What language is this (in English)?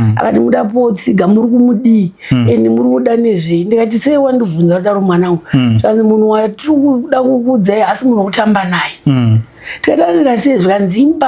Shona